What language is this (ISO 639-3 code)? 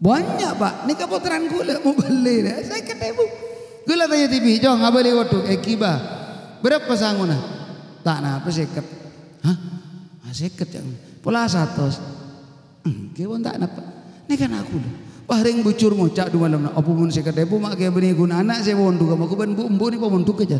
mad